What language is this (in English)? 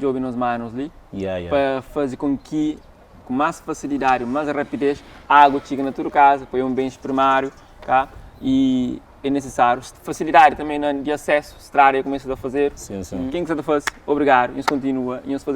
Kabuverdianu